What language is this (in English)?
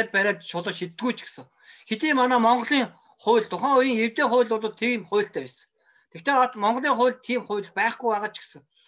Mongolian